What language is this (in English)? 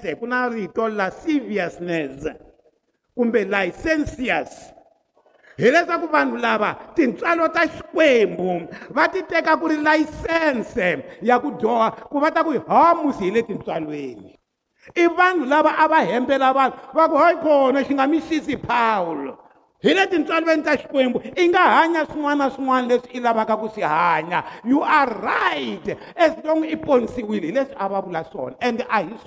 Tsonga